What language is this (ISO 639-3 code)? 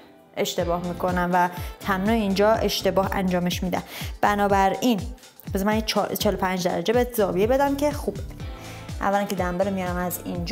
fas